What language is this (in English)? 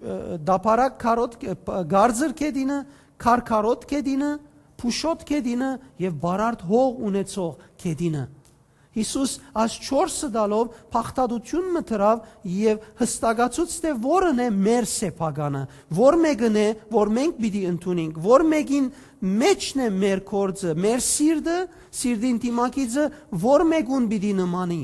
Western Armenian